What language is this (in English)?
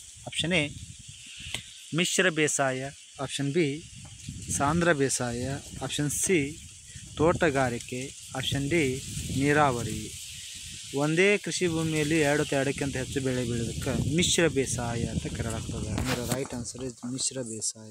Kannada